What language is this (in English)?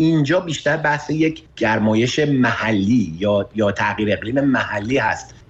Persian